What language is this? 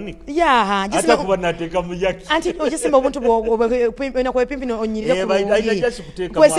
Nyoro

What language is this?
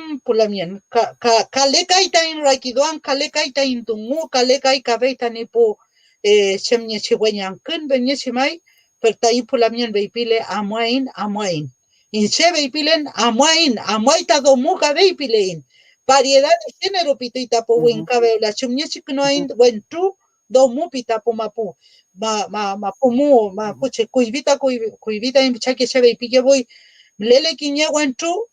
Mapuche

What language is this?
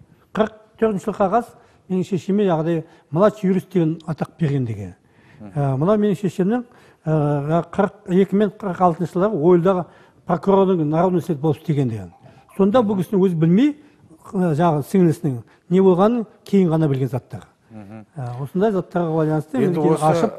Kazakh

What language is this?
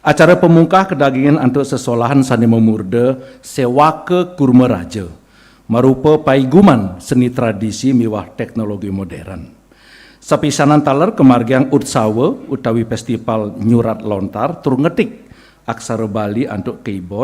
Balinese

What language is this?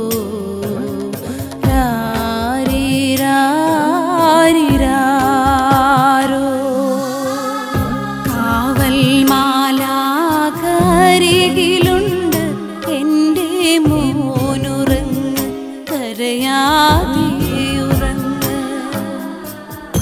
Malayalam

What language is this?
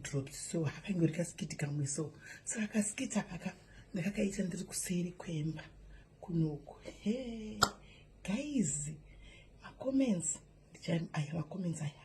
Shona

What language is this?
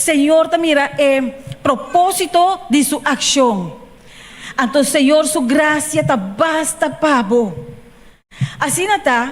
Papiamento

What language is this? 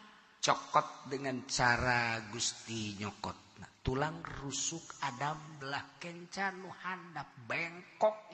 Sundanese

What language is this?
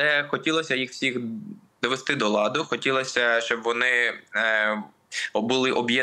Ukrainian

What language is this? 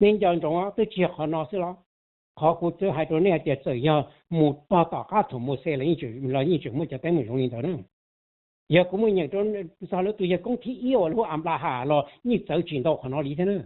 Hmong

